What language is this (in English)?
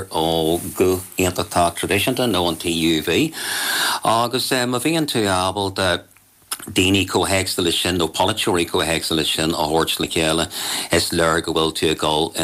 Irish